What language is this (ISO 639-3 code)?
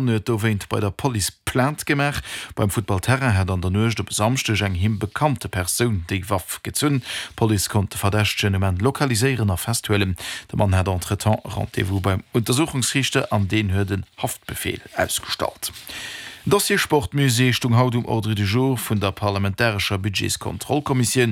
ltz